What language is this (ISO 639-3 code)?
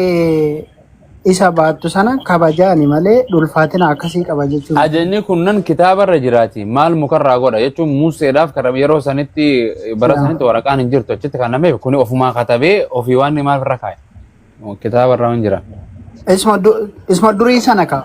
orm